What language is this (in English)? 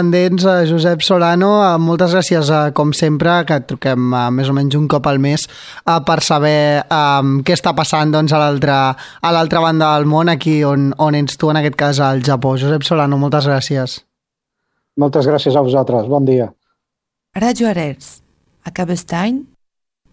Catalan